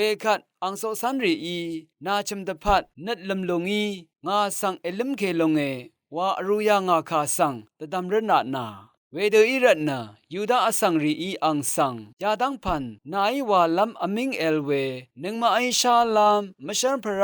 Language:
Rawang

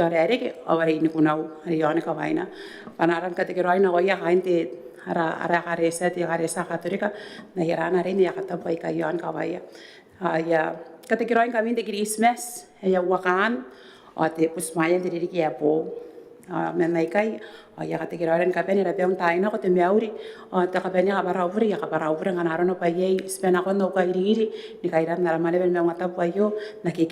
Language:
Gilbertese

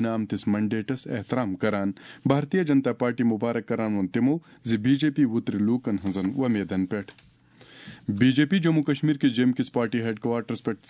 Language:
Kashmiri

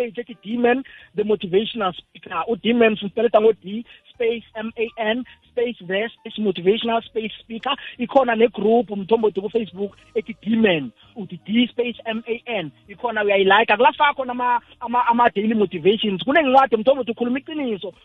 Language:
South Ndebele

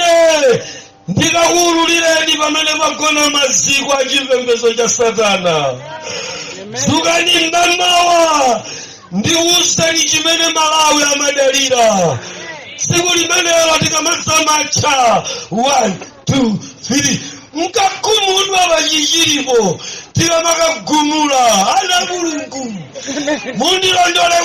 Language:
Nyanja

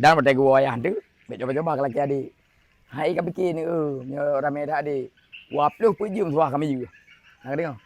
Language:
Achinese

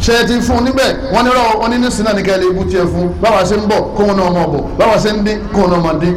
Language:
Yoruba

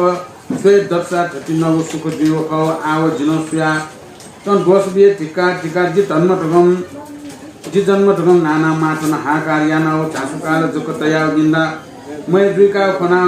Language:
Newari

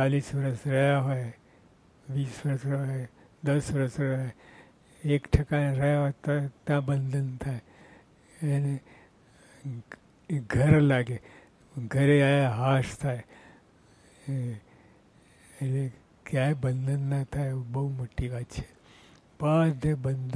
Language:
Gujarati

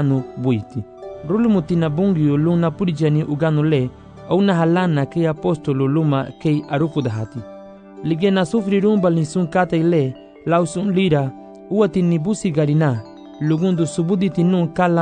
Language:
Garifuna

